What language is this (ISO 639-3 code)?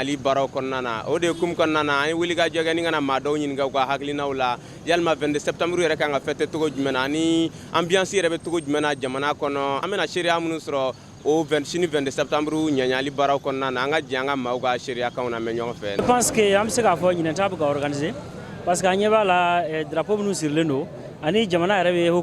bam